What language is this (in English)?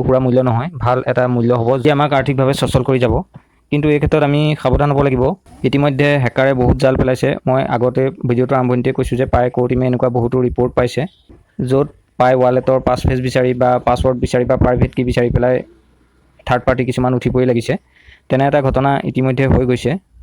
Assamese